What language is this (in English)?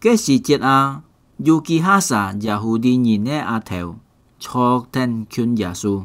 Hakka Chinese